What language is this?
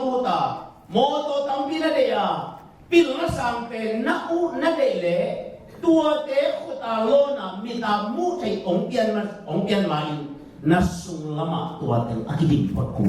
Tedim Chin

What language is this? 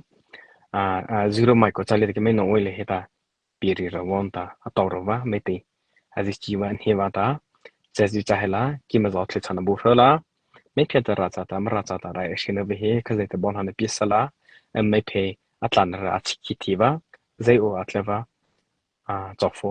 Mara Chin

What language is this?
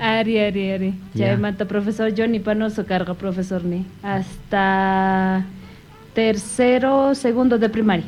Quechua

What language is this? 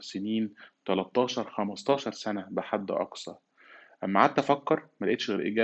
Egyptian Arabic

